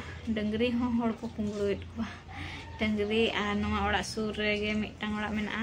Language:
Santali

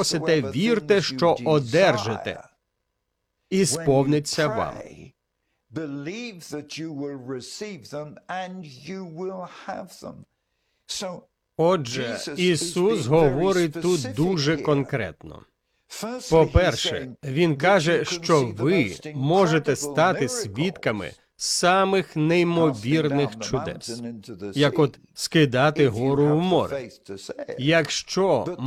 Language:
Ukrainian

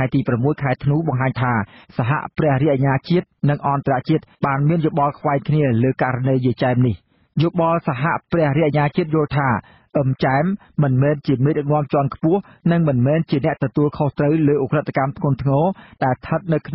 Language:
Khmer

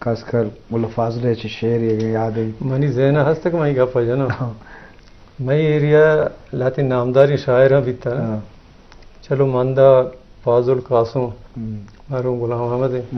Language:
Eastern Balochi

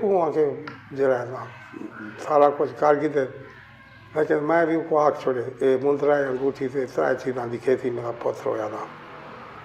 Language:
Saraiki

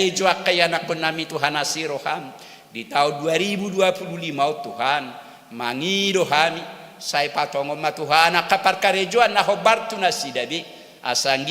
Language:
Batak Toba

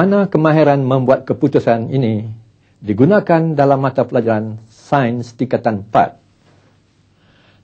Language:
Malay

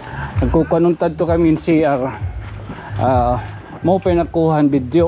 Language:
Waray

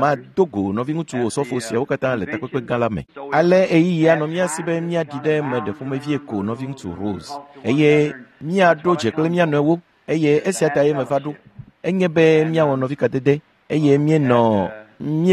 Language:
Ewe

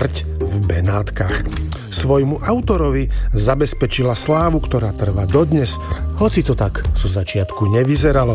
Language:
Slovak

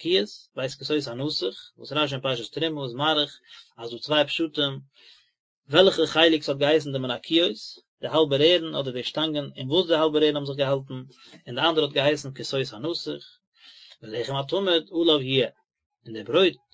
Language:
Yiddish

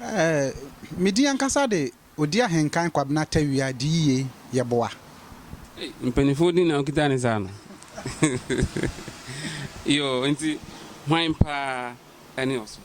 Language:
Akan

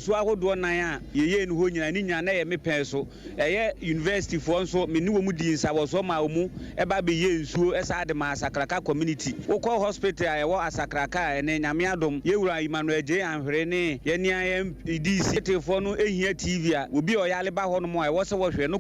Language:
Akan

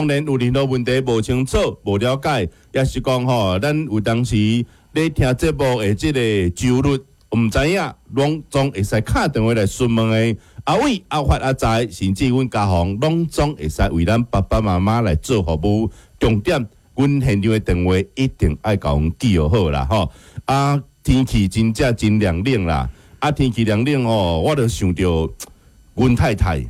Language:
Min Nan Chinese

